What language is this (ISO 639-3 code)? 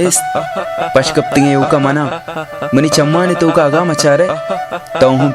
bal